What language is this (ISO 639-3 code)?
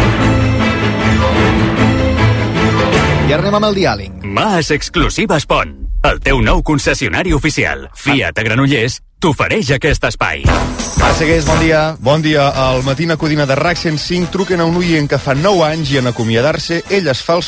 cat